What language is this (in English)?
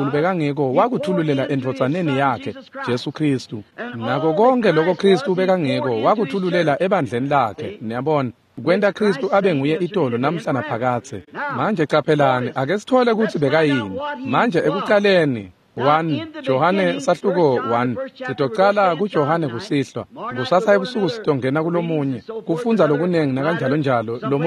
Swati